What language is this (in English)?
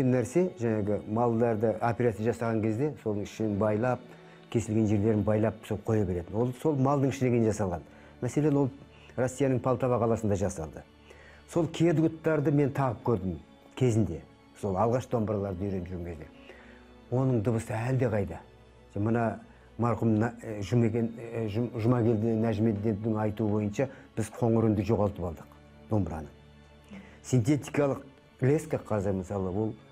Kazakh